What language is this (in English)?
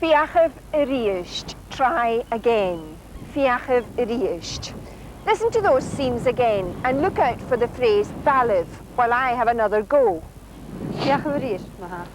Scottish Gaelic